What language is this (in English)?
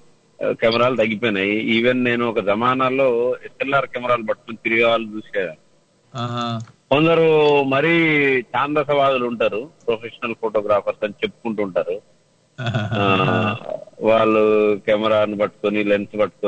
Telugu